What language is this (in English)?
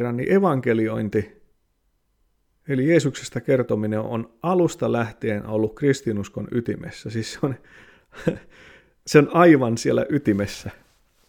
Finnish